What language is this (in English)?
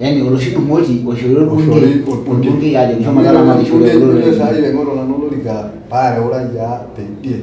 Masai